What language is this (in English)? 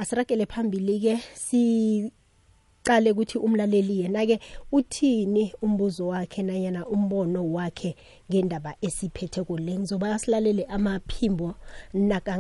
South Ndebele